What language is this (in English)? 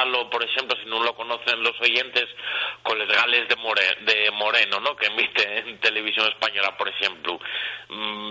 Asturian